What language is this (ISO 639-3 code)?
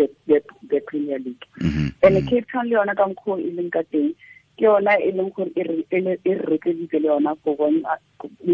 tsn